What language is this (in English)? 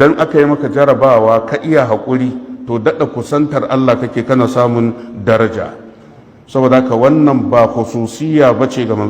Hausa